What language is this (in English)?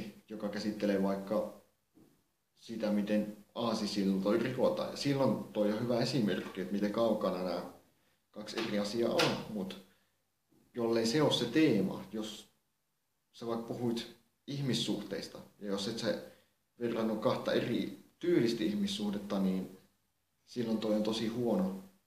Finnish